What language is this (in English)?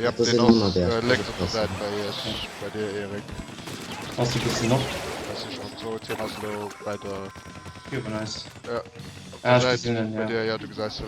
Luxembourgish